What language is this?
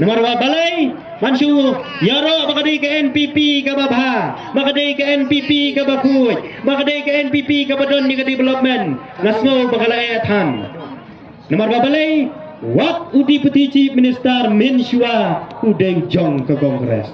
Khasi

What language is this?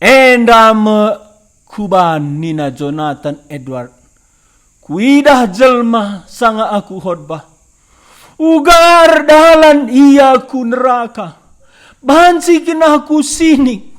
Batak Karo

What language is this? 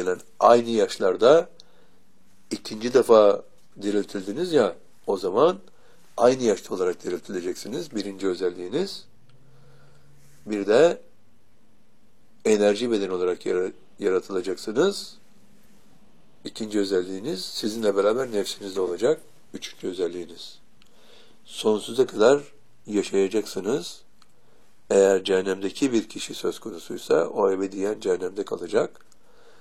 Turkish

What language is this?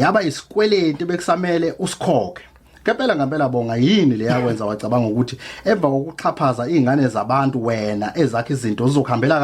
Zulu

